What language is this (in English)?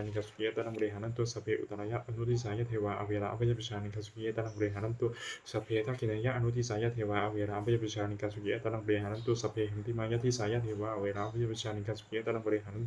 Pali